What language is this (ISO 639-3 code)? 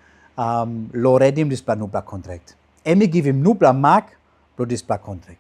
tpi